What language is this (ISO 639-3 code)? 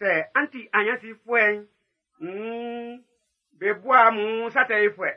bci